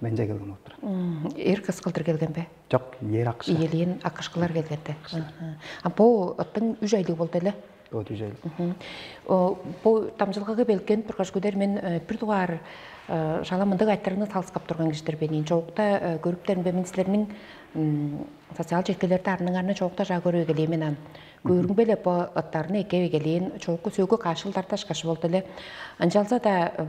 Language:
Tuvinian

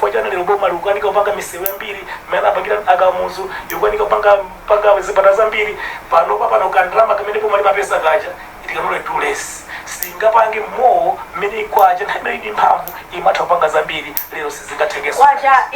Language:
Nyanja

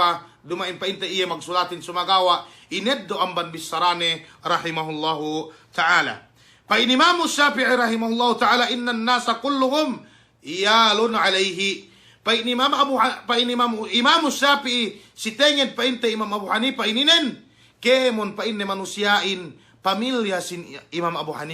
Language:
Yakan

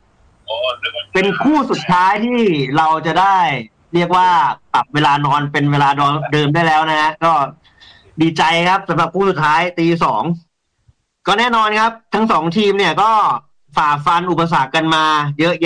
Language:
Thai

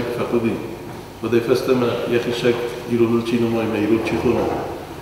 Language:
Ossetic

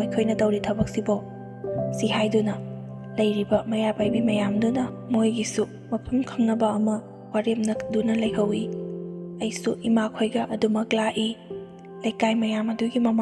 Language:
Manipuri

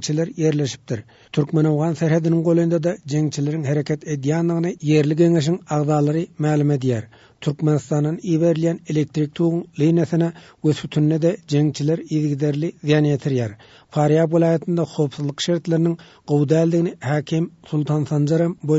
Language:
Turkmen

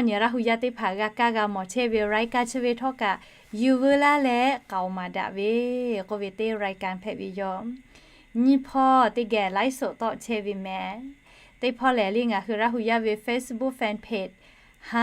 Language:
Lahu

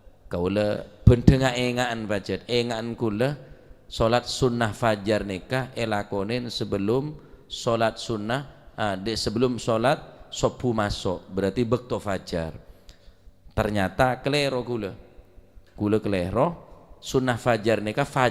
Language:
Madurese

